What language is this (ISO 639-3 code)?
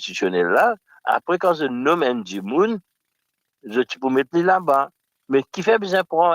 mfe